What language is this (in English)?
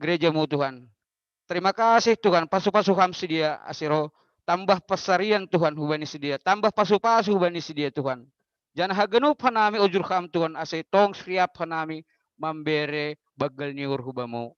Batak Simalungun